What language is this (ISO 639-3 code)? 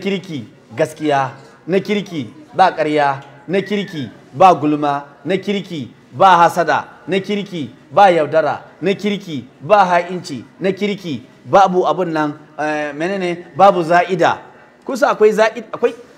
hau